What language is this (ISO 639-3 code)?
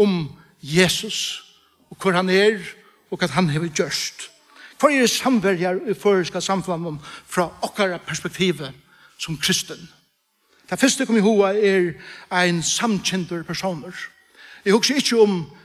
fao